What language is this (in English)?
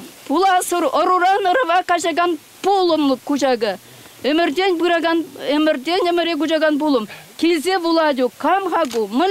Chuvash